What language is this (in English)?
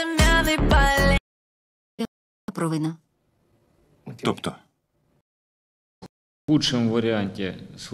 Ukrainian